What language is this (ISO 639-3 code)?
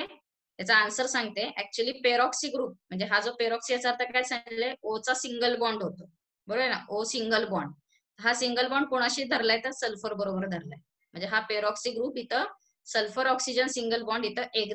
mar